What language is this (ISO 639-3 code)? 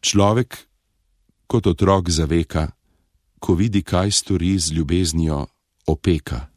slv